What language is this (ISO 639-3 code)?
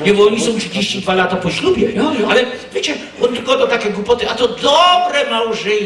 szl